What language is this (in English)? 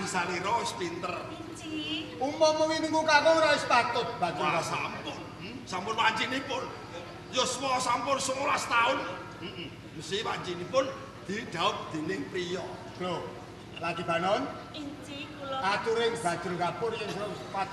Javanese